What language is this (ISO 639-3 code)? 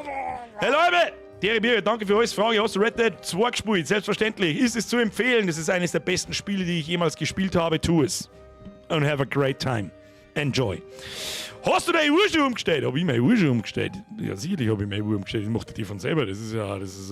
bar